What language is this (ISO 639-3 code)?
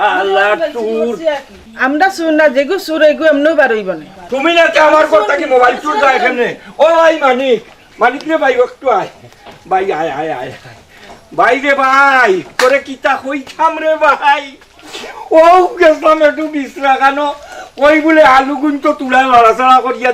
syl